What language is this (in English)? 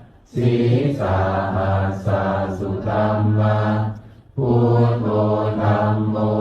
Pali